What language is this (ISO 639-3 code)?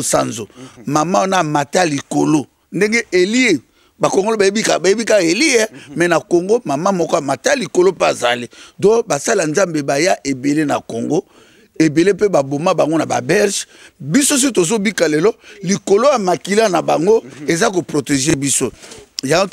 lin